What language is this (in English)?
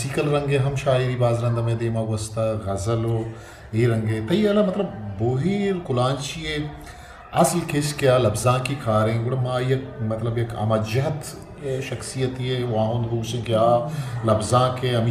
Eastern Balochi